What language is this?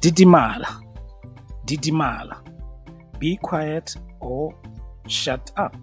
Tswana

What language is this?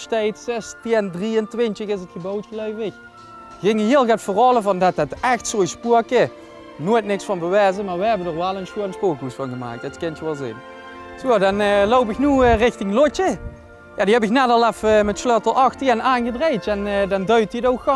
Limburgish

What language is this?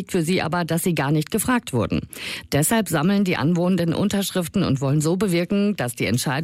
German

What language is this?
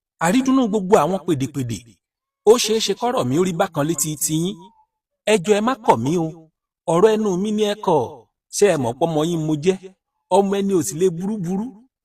Yoruba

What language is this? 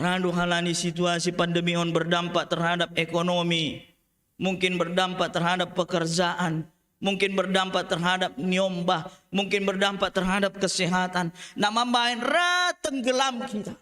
Batak Simalungun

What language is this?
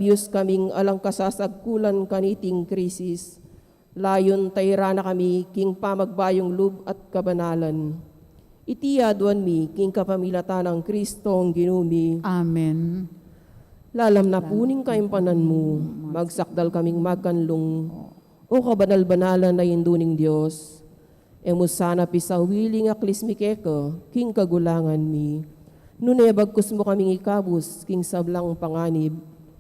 Pampanga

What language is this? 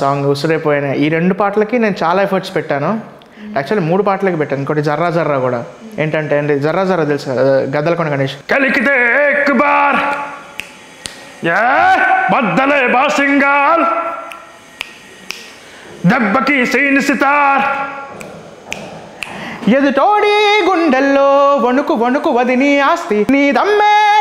Telugu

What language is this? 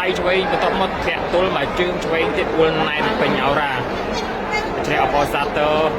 Khmer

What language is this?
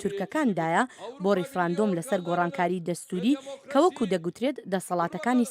Central Kurdish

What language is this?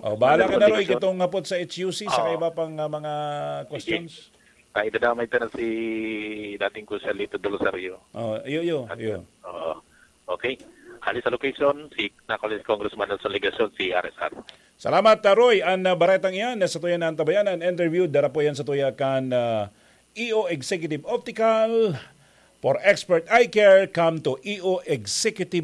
Bikol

